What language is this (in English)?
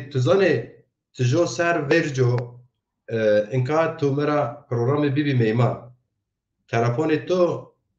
Zaza